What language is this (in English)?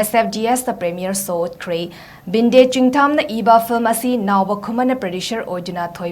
Manipuri